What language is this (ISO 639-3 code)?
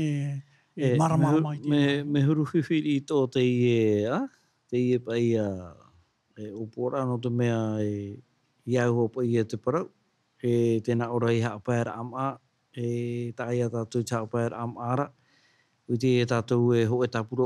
tah